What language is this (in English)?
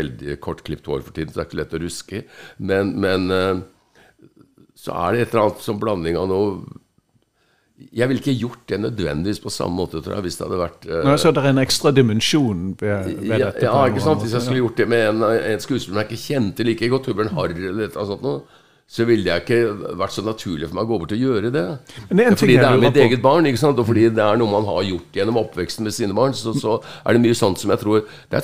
Norwegian